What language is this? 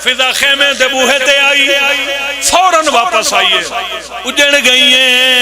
Pahari-Potwari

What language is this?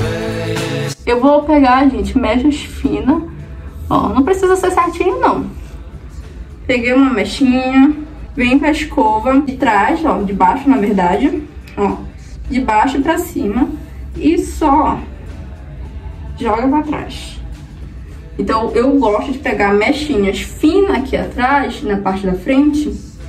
Portuguese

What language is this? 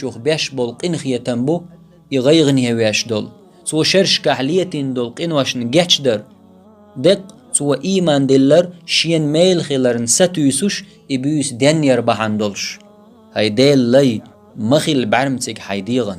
Chechen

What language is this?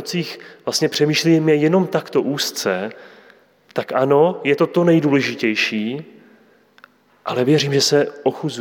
Czech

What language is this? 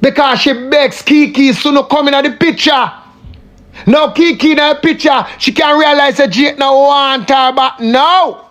Jamaican Creole English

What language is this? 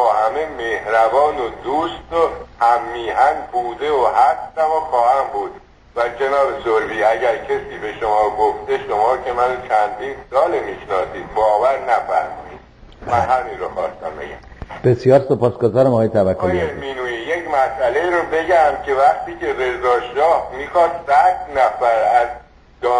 Persian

